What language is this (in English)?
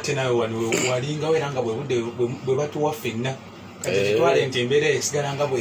Ganda